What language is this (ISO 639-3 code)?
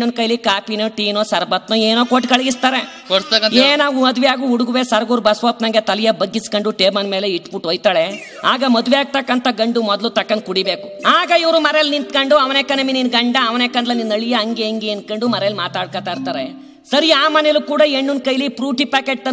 kan